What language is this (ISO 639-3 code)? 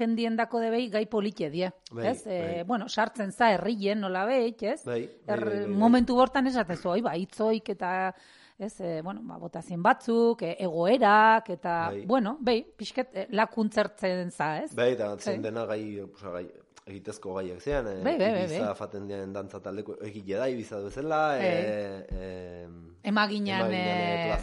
eus